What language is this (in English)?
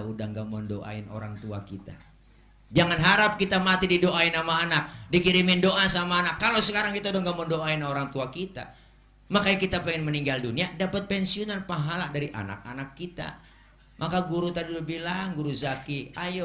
Betawi